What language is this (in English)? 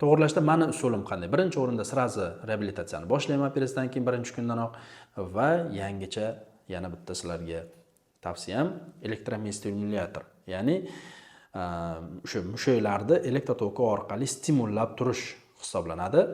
Uzbek